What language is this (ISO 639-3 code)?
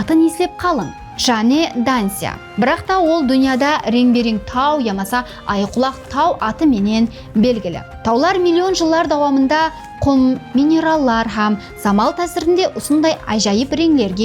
kaa